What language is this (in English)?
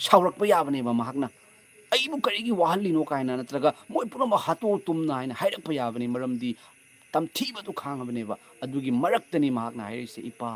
Manipuri